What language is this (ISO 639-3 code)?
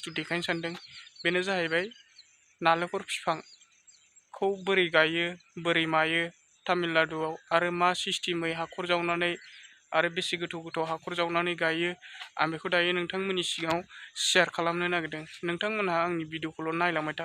brx